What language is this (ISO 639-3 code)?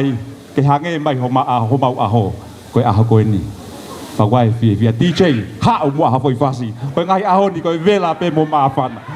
ton